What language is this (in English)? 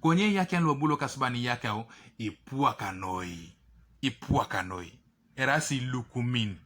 Teso